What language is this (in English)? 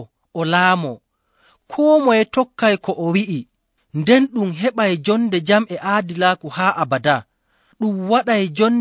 Nigerian Fulfulde